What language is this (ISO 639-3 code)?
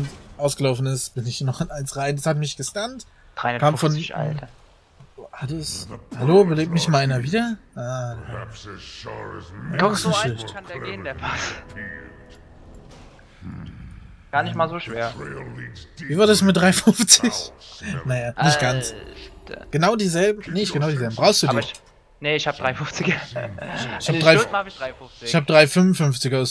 deu